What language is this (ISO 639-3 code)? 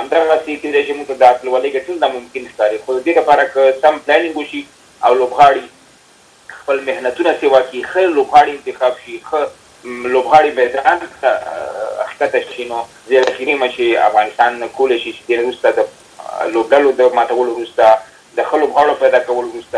pus